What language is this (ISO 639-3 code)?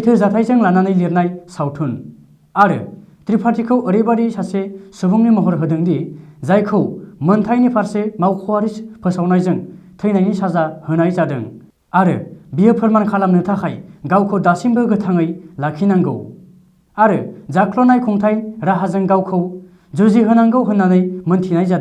brx